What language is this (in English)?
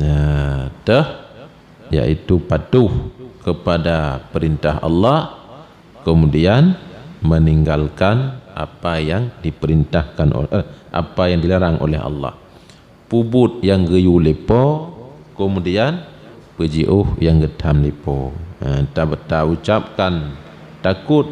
Achinese